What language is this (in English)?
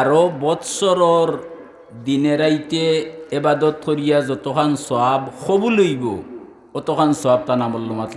Sylheti